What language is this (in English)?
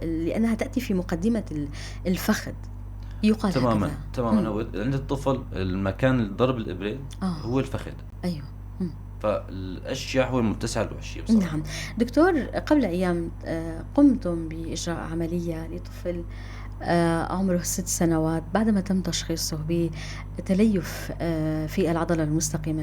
North Levantine Arabic